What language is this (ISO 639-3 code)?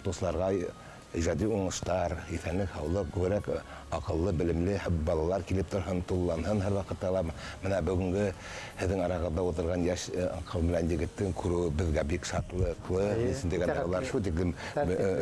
bak